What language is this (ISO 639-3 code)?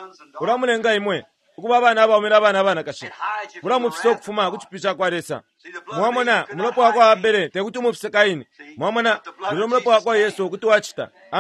bem